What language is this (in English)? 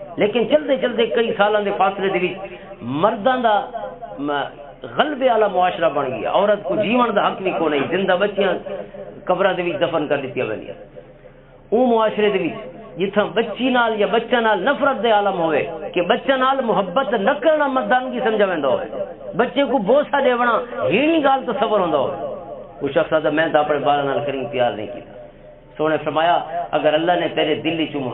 Western Panjabi